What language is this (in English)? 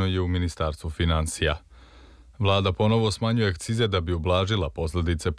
Serbian